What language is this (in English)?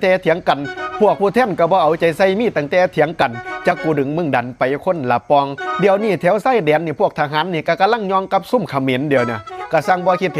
Lao